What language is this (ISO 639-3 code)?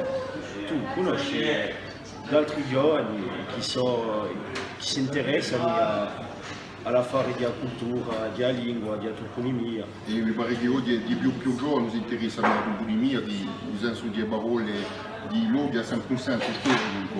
cos